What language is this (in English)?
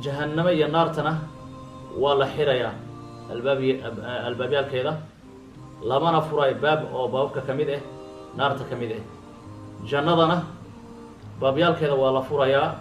Somali